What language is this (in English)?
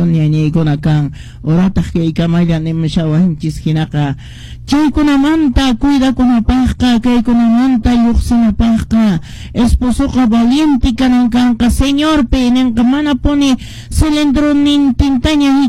Quechua